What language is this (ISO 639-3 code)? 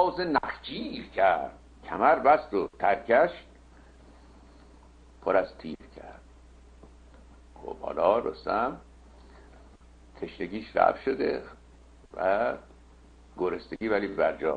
fas